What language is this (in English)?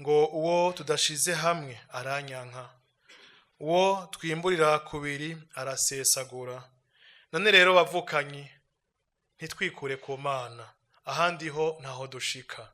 Rundi